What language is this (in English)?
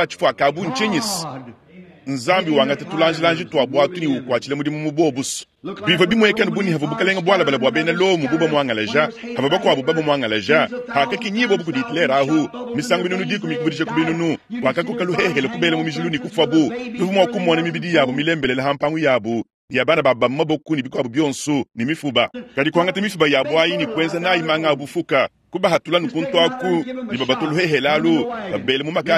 Luba-Lulua